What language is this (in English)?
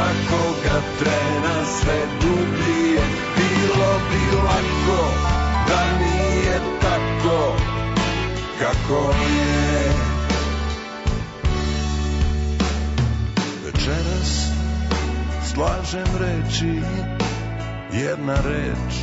Serbian